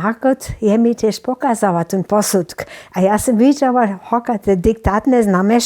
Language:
Upper Sorbian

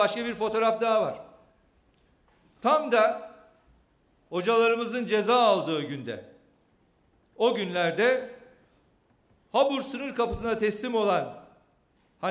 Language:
Turkish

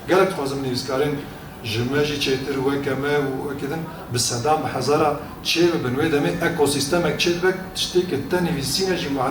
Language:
Kurdish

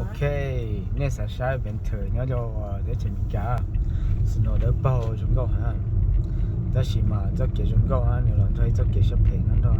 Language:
Hmong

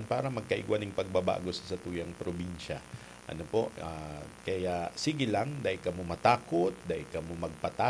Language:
Bikol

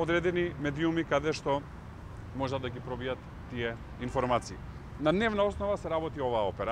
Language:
Macedonian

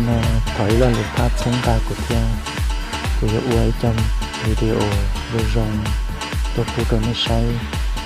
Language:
Hmong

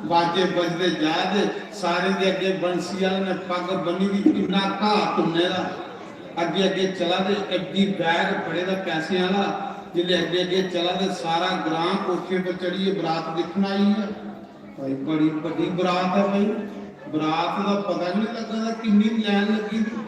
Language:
Dogri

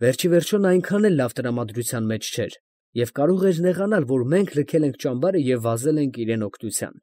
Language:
Armenian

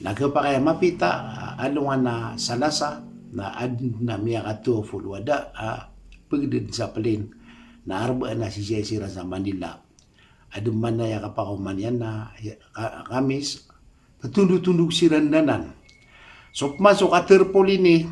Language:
Maranao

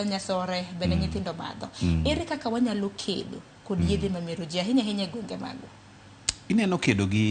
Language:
Luo (Kenya and Tanzania)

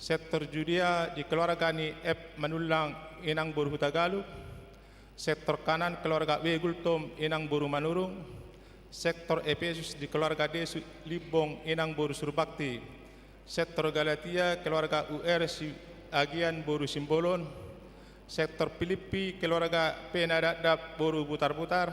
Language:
Batak Toba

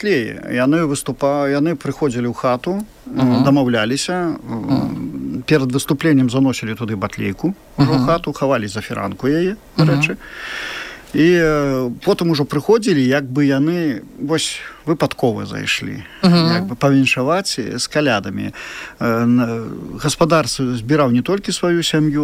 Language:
Belarusian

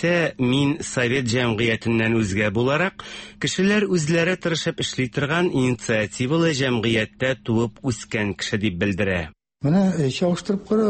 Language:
Tatar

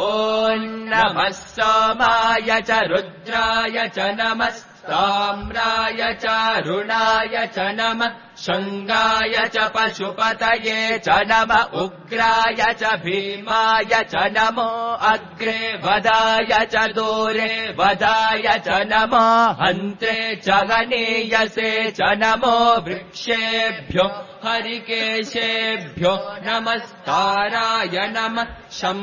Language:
Sanskrit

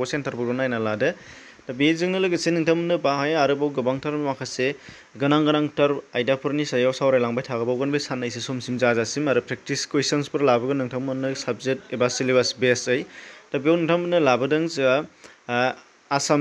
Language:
Bodo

